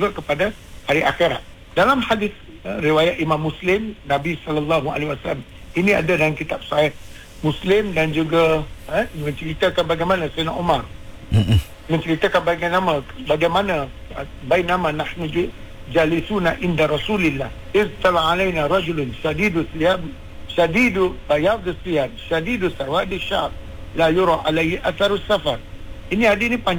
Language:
Malay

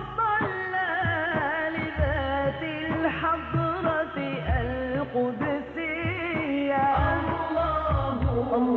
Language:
Bosnian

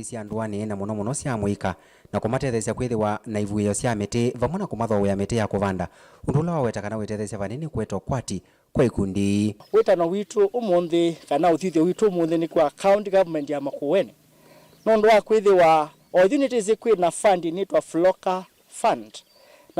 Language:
Kamba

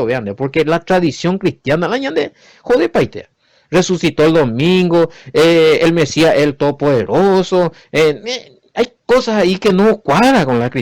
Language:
Guarani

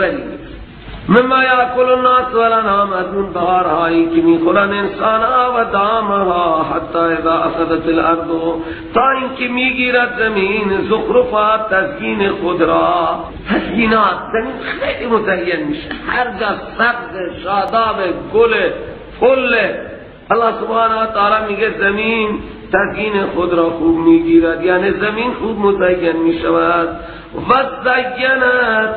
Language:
Persian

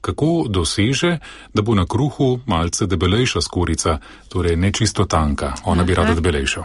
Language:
Slovenian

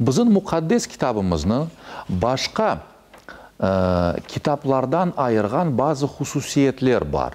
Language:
Crimean Tatar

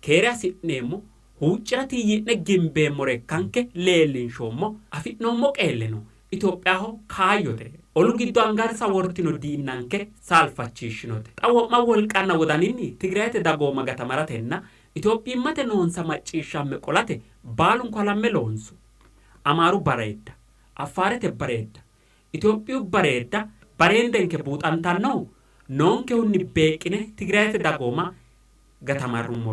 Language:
Sidamo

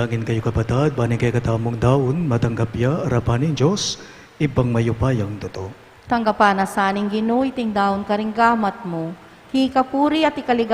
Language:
Pampanga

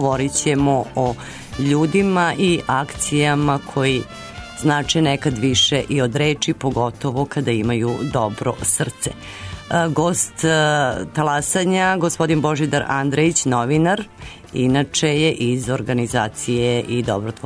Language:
Serbian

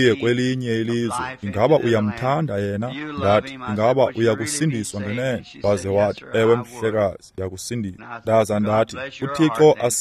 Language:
Xhosa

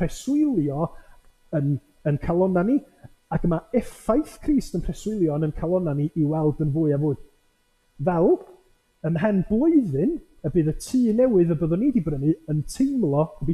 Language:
Welsh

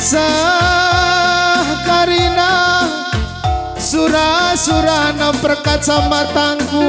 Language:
Batak Karo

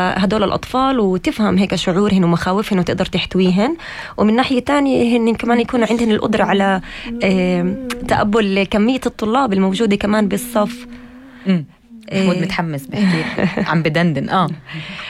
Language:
North Levantine Arabic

